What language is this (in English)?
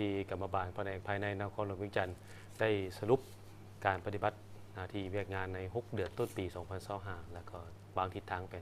Lao